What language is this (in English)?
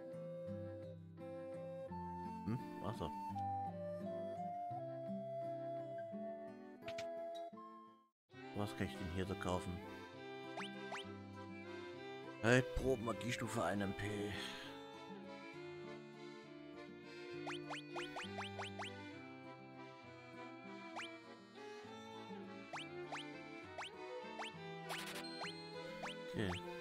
German